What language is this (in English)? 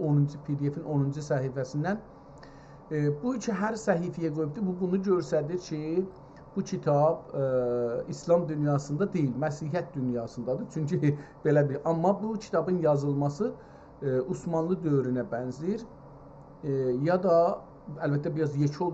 South Azerbaijani